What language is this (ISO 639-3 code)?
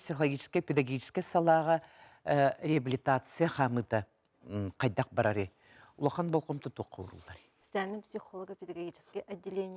sah